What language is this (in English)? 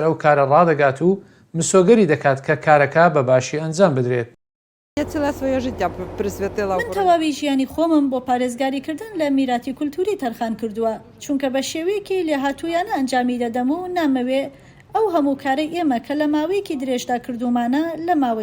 Central Kurdish